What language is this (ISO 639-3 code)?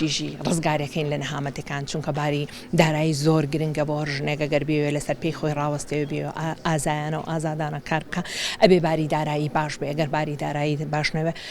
ckb